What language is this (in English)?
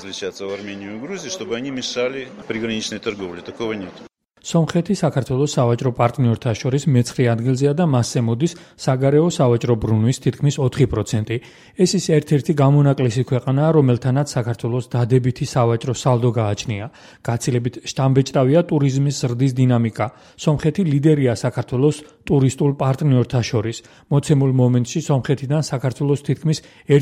Georgian